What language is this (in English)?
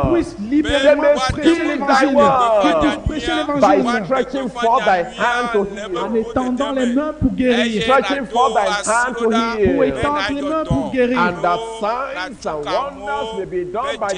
Ewe